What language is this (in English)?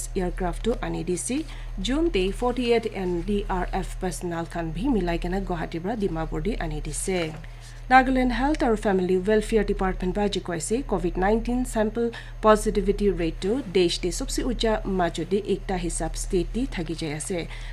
Naga Pidgin